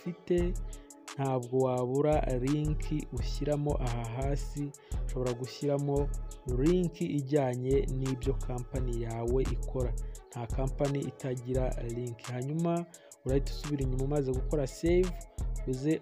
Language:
Kinyarwanda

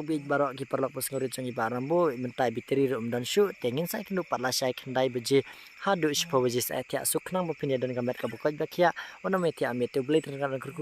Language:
Khasi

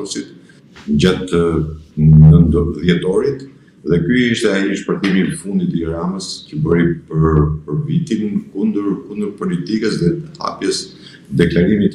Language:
Albanian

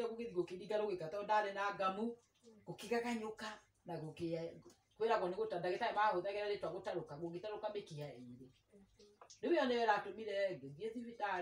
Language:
Kikuyu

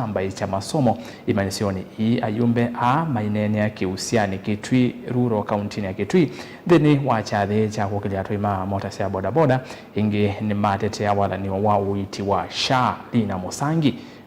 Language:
Kamba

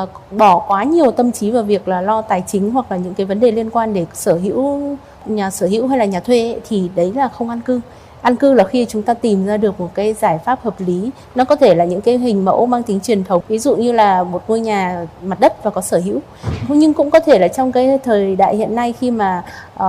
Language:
Vietnamese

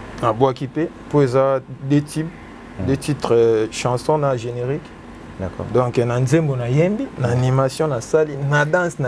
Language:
Lingala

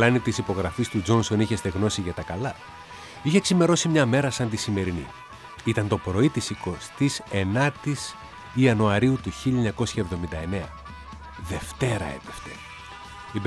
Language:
Greek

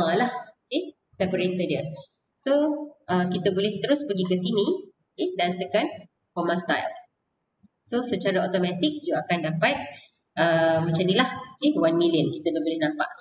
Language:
Malay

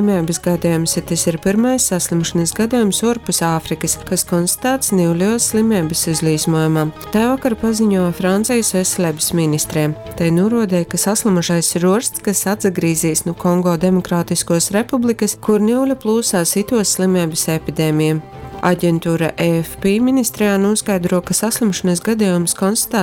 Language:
Latgalian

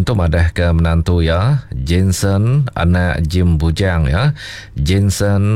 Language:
Iban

